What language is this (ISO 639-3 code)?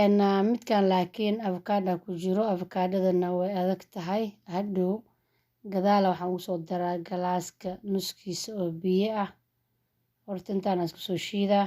som